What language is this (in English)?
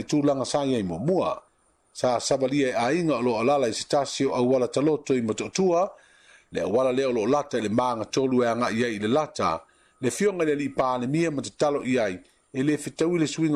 Samoan